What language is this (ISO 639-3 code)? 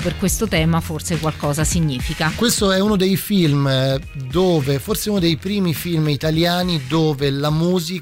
ita